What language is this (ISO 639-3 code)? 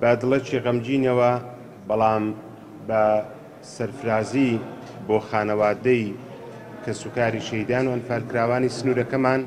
ckb